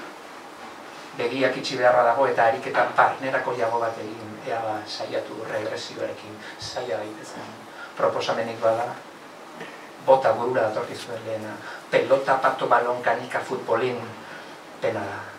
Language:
Basque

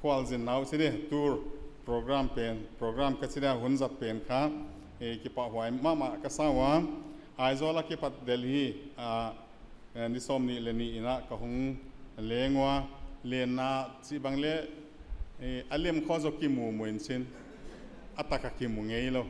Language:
Tedim Chin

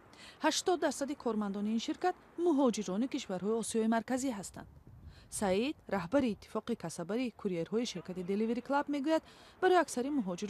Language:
Tajik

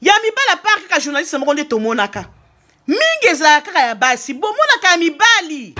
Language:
Lingala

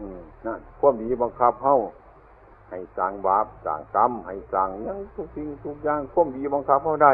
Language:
Northeastern Thai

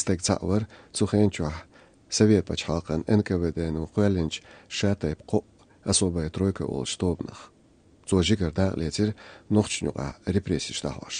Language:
Chechen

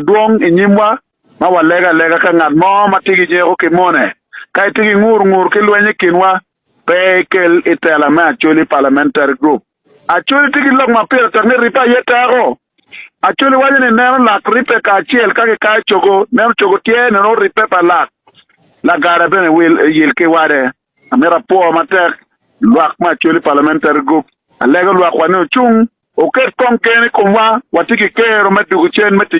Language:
Acoli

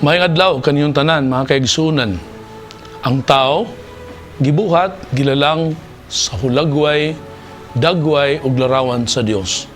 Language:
Cebuano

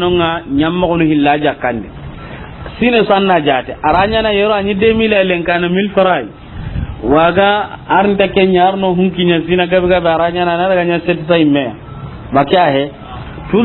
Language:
Soninke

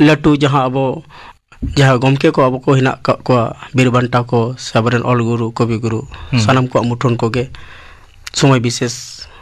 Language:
Santali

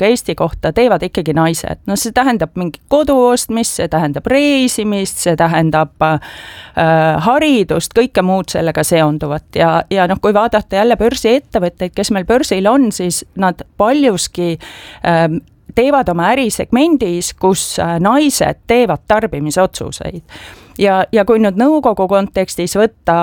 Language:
Estonian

